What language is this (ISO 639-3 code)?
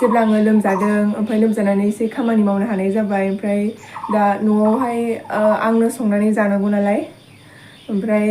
brx